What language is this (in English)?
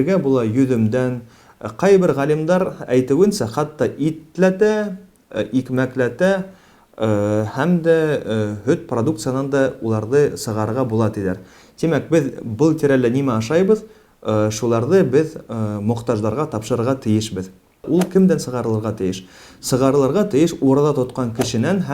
Bashkir